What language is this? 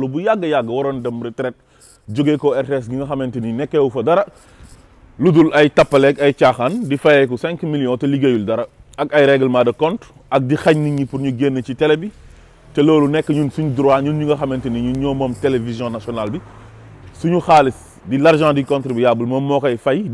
Wolof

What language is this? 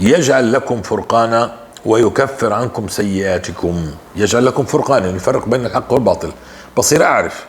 North Levantine Arabic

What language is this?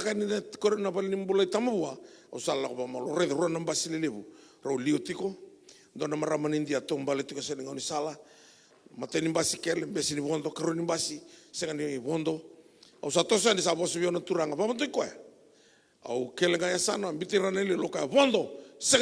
Fijian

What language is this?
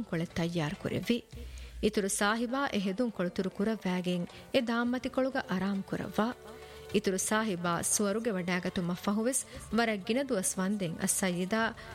Divehi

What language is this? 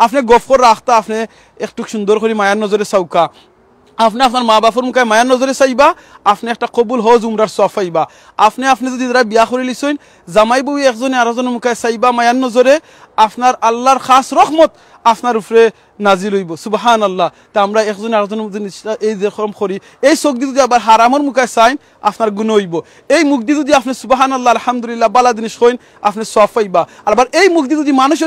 Sylheti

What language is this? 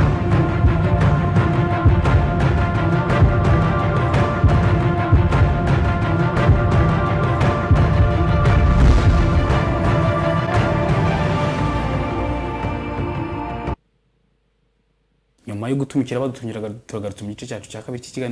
Kinyarwanda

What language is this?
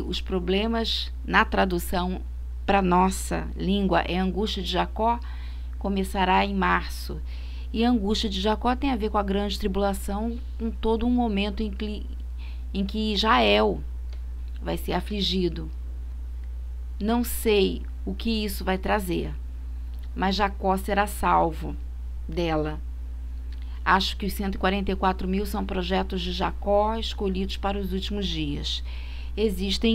Portuguese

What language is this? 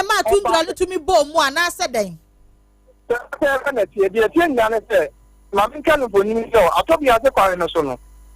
Akan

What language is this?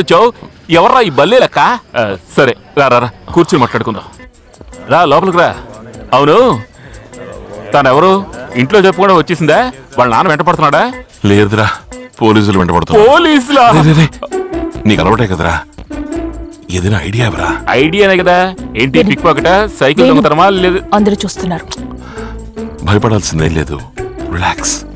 Telugu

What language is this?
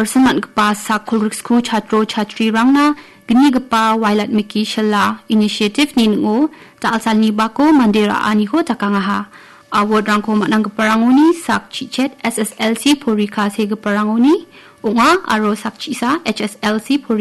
Garo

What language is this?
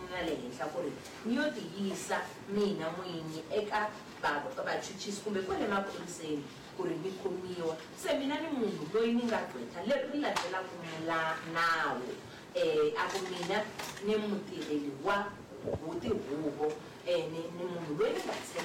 Tsonga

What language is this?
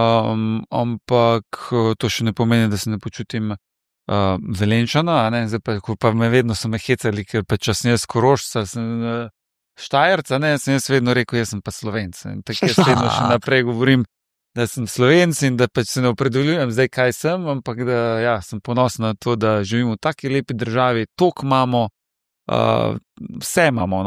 Slovenian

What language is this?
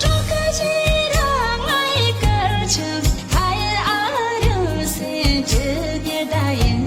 Tibetan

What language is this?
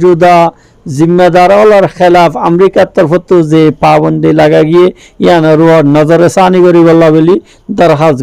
Rohingya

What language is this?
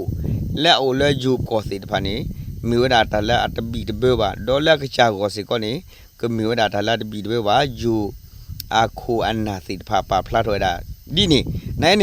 S'gaw Karen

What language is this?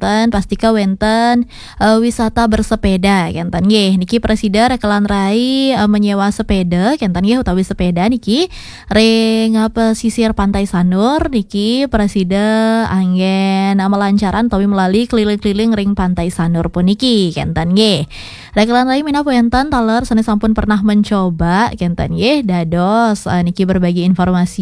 Balinese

